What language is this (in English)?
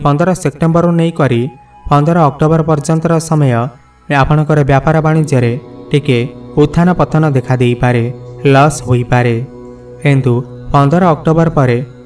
Odia